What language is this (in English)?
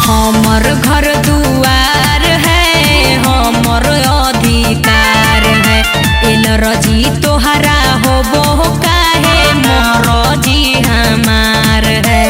Magahi